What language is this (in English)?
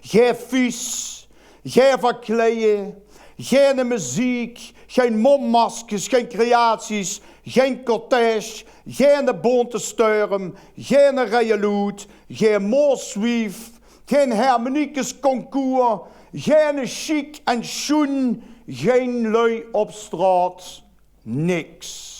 Limburgish